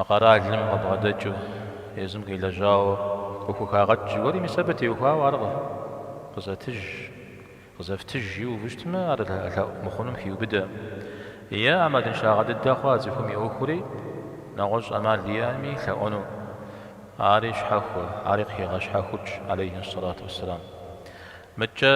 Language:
Kabardian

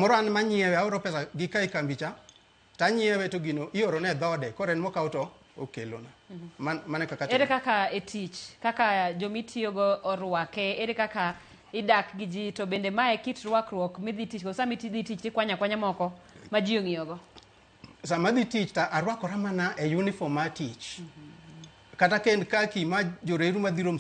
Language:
Luo (Kenya and Tanzania)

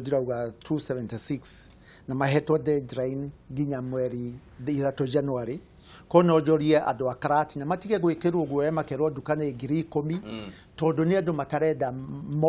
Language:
Kikuyu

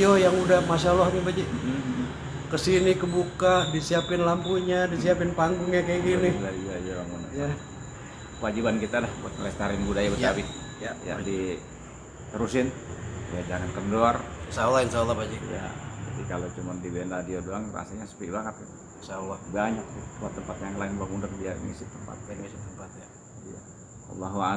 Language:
Betawi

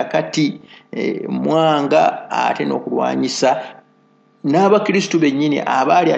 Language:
Ganda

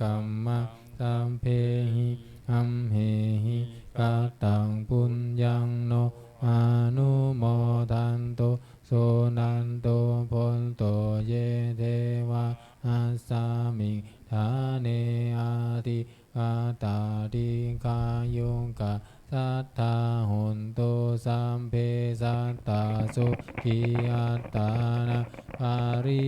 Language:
Pali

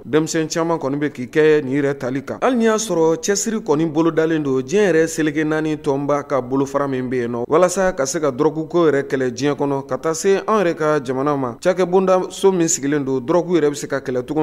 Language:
Bambara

